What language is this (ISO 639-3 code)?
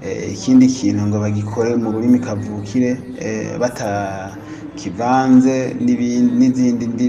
run